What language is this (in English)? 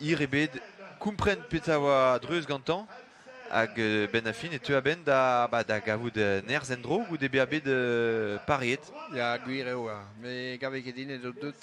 Breton